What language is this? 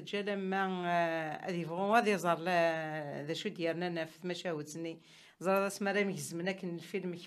Kabyle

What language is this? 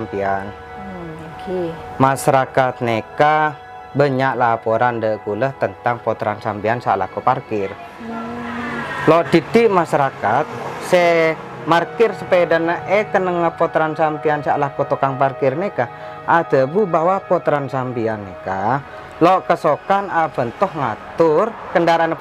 Madurese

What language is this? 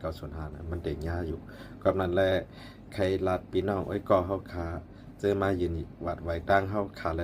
Shan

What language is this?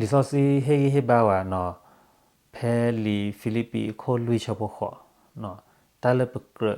S'gaw Karen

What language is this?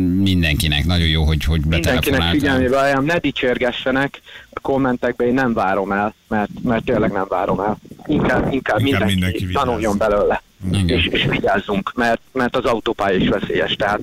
Hungarian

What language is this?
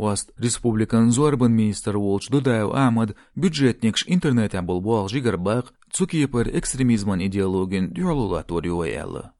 Chechen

